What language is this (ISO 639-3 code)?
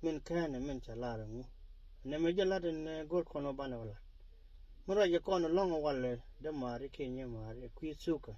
nus